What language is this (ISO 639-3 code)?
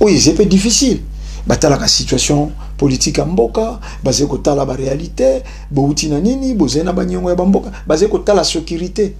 lin